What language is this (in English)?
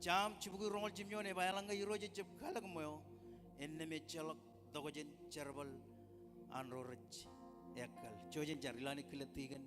Marshallese